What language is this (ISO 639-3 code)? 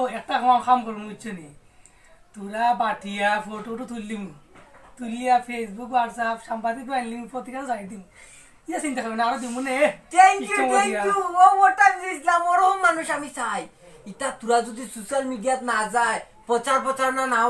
syl